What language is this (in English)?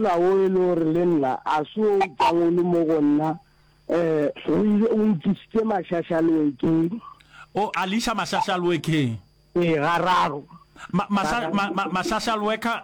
Northern Sotho